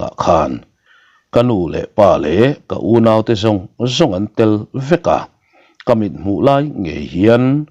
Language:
Mizo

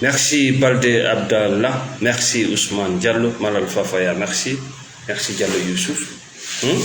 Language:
Fula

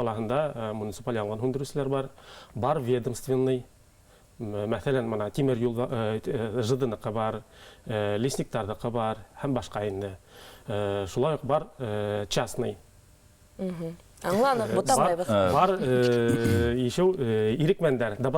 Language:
Bashkir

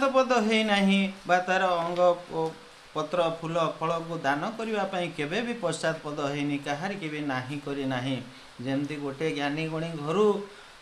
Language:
Odia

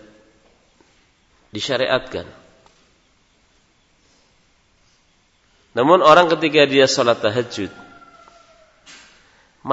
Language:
Indonesian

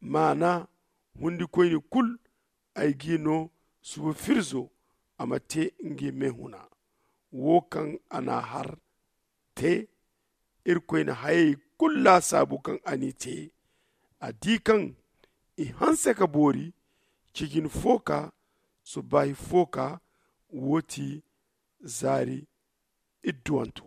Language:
Zarma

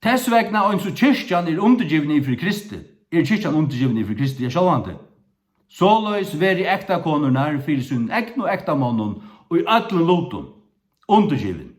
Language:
Faroese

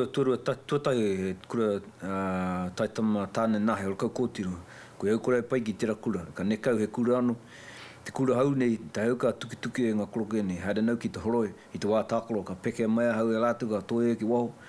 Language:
Māori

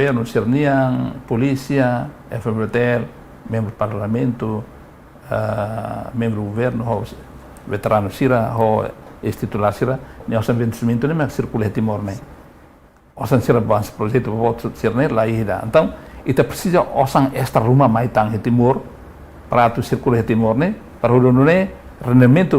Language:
Tetum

